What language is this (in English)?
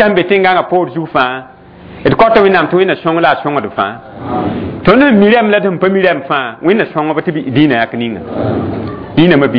Mossi